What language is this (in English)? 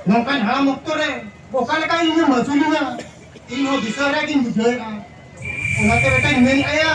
Santali